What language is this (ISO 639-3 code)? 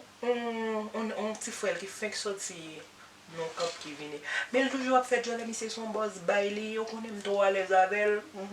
hat